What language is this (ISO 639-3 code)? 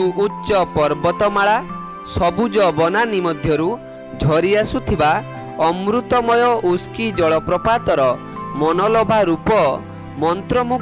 ori